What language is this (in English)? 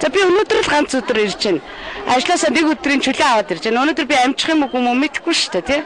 Mongolian